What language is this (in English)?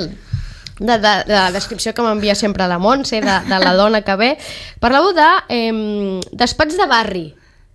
Catalan